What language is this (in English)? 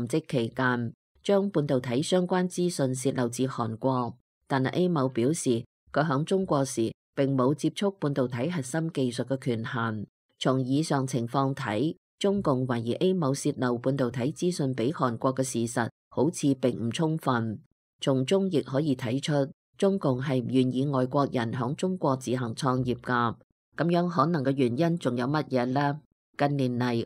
Cantonese